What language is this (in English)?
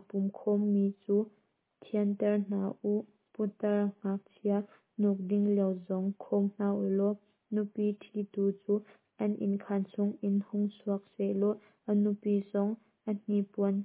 Hakha Chin